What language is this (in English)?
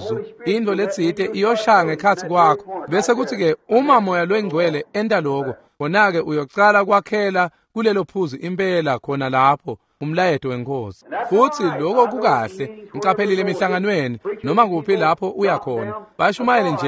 Swati